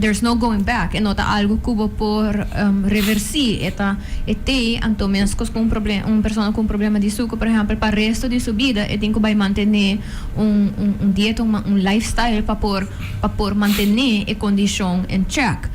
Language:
Papiamento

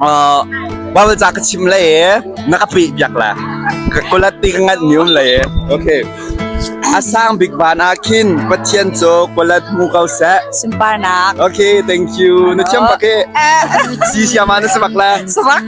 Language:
Hakha Chin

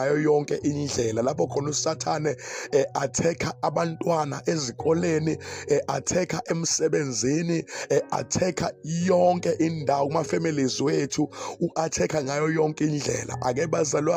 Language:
Zulu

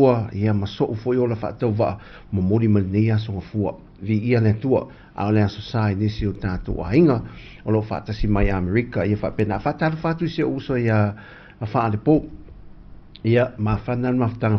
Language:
Samoan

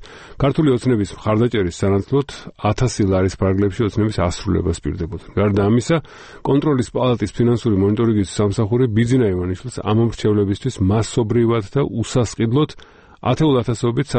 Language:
Georgian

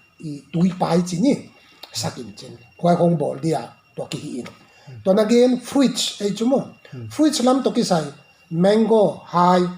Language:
Paite Chin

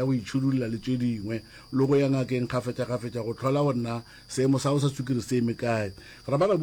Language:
Northern Sotho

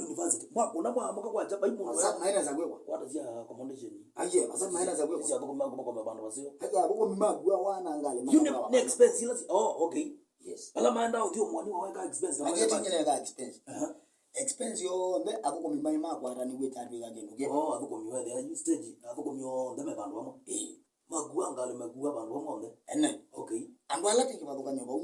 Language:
Kamba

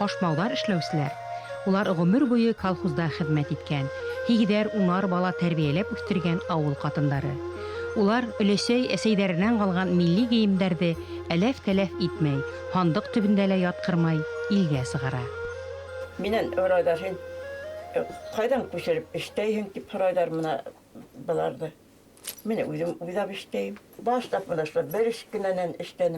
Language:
Bashkir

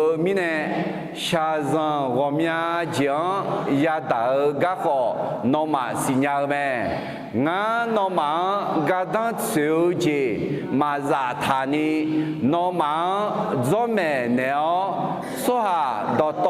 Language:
Akha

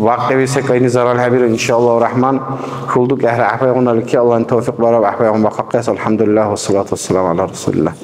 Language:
Dargwa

